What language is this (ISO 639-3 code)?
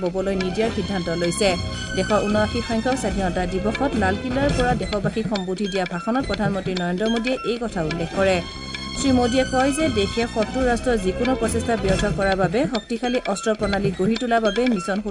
asm